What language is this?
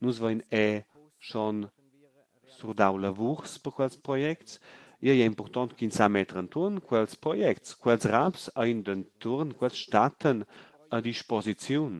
Romansh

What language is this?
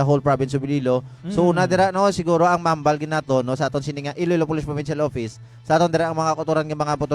Hiligaynon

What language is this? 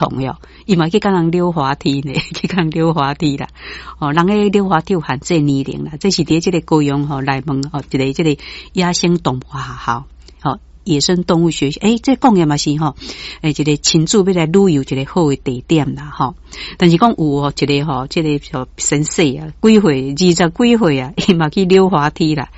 Min Nan Chinese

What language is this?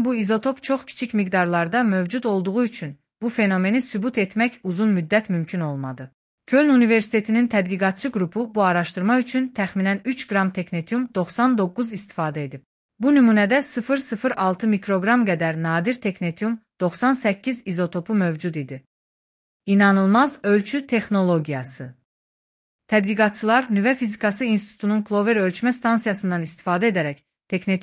Azerbaijani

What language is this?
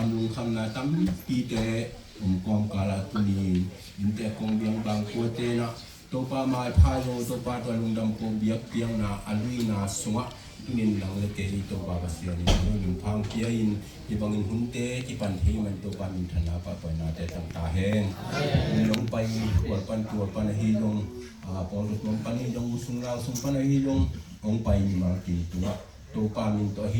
Tedim Chin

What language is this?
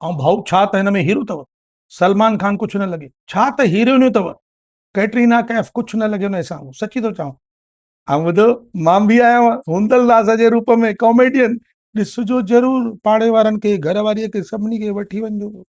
Sindhi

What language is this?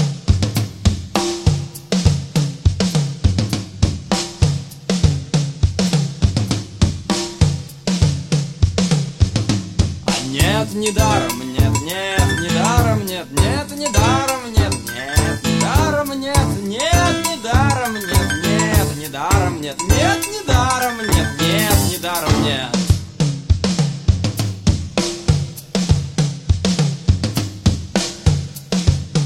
Russian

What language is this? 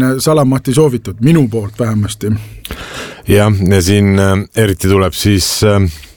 Estonian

